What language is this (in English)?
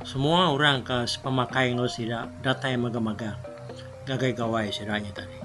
Iban